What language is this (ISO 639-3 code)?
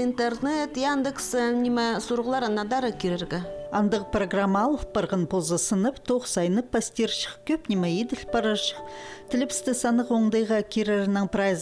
kjh